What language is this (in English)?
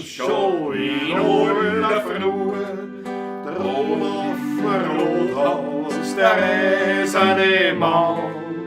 Bavarian